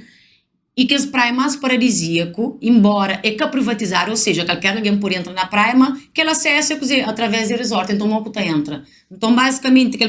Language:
Kabuverdianu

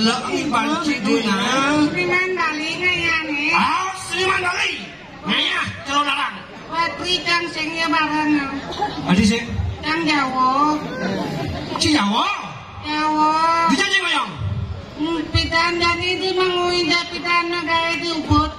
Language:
Balinese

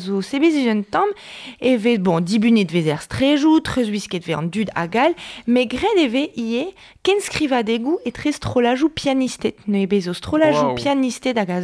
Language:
Breton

